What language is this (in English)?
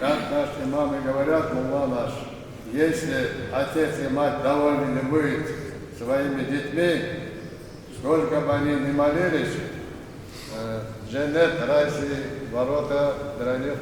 Ingush